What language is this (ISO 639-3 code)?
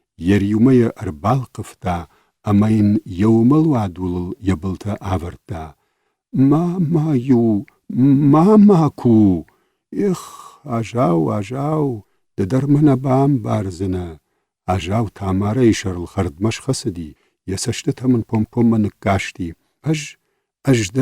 oss